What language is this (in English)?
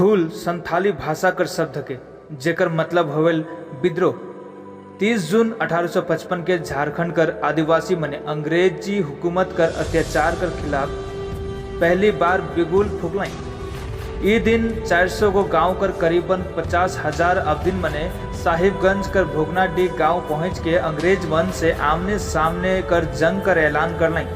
Sadri